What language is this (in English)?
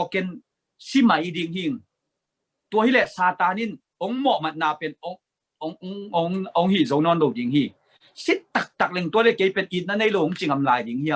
Tedim Chin